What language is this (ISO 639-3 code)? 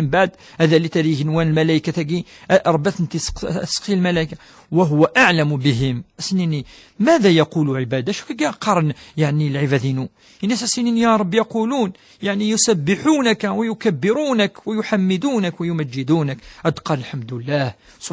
kab